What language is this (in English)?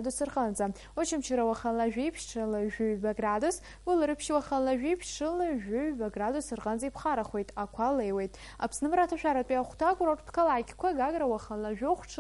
Abkhazian